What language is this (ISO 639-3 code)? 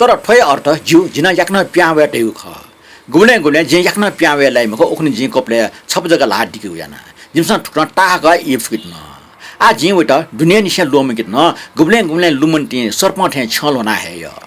new